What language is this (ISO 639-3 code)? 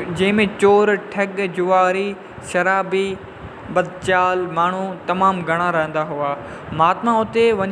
snd